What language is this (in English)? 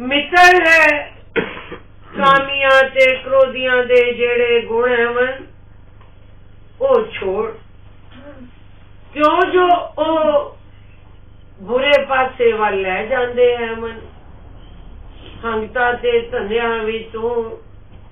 Punjabi